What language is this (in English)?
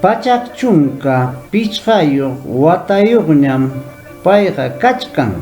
Ayacucho Quechua